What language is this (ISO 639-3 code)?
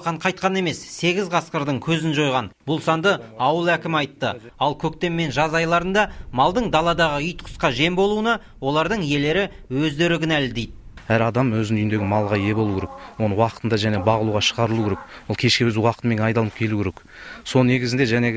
kaz